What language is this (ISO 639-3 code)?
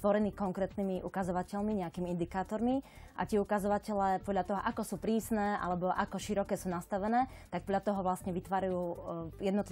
slk